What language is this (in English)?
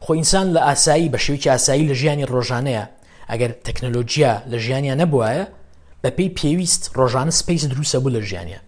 Central Kurdish